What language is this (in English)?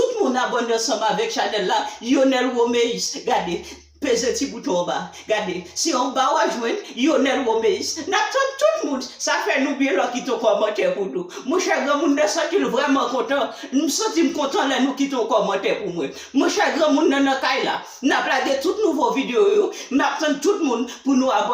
Haitian Creole